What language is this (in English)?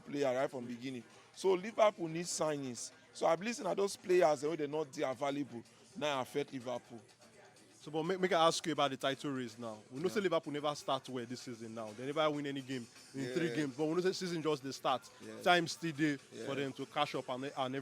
Nigerian Pidgin